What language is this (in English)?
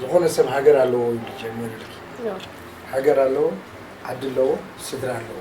Tigrinya